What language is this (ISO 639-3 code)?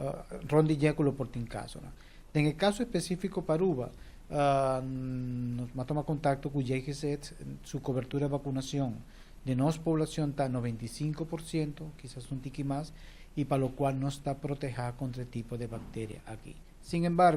pap